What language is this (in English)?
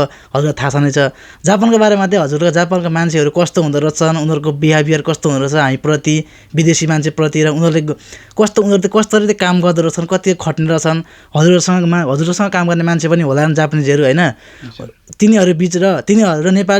Nepali